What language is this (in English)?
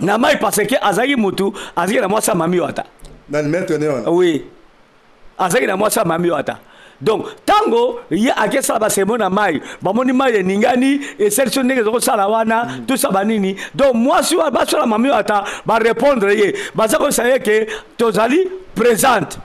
Lingala